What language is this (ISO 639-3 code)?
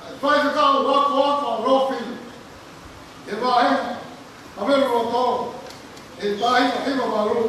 ton